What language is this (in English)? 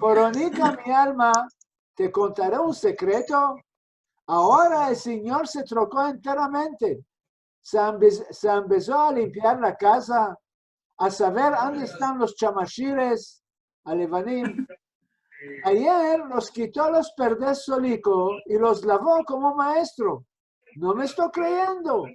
Ladino